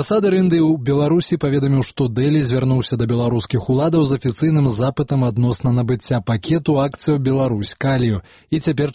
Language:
Belarusian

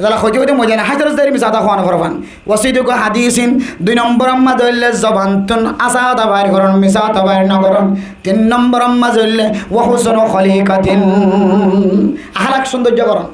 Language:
Rohingya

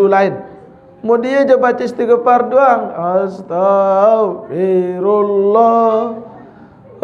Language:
Sasak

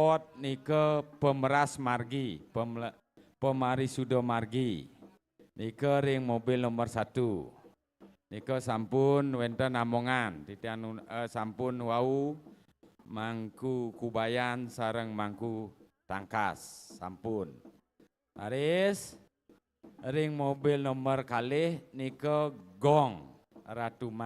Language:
Balinese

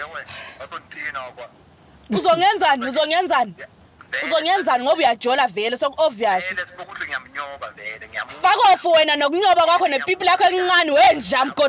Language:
Zulu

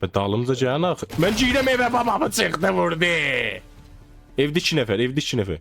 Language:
South Azerbaijani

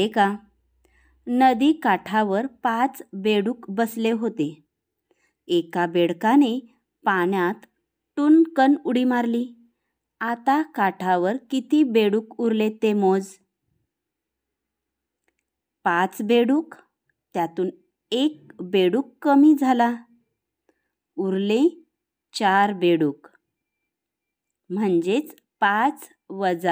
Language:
Marathi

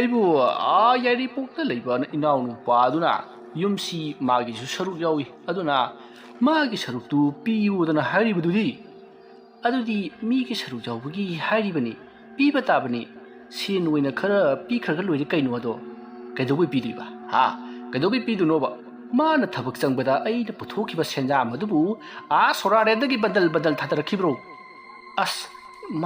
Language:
Manipuri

